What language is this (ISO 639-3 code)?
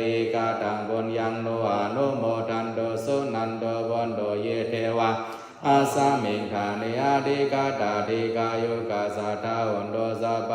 pli